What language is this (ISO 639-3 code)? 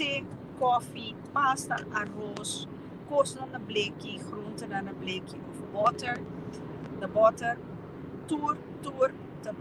pap